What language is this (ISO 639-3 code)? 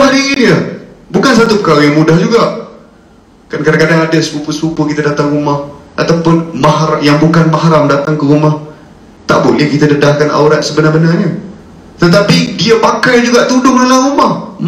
msa